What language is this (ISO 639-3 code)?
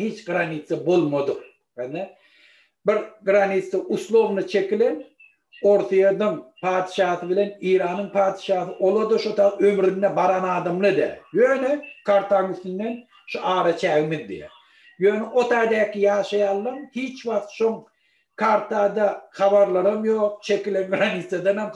tuk